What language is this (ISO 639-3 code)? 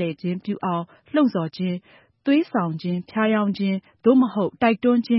mya